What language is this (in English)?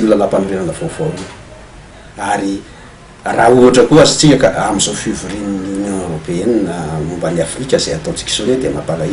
Malagasy